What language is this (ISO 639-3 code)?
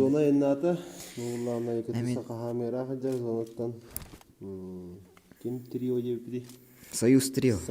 sah